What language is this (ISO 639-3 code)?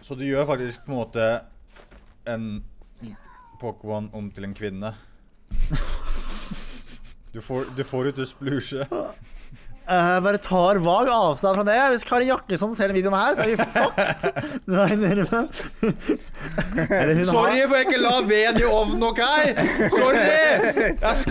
nor